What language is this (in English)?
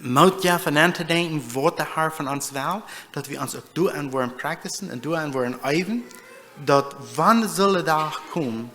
Plautdietsch